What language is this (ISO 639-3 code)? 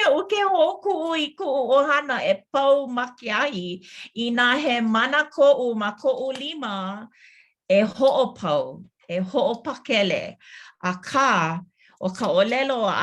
haw